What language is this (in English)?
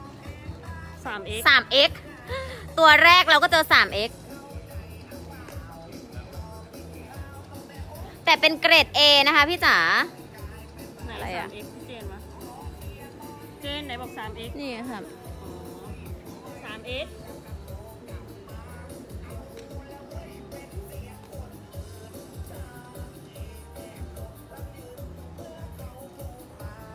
Thai